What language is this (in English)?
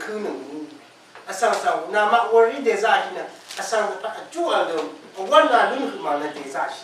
Rawang